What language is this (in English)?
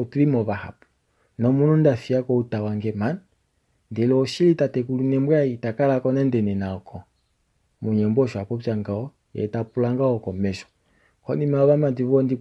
Kuanyama